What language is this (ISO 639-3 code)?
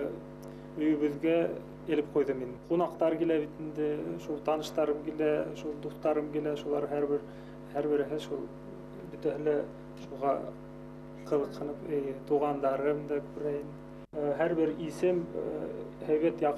bak